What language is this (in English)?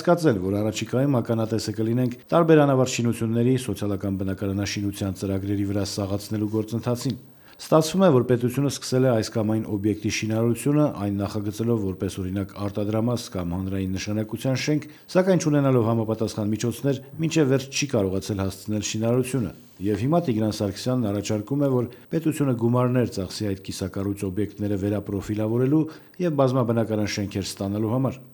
Armenian